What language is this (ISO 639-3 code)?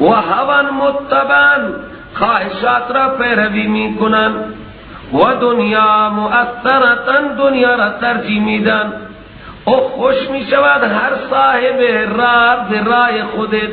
fas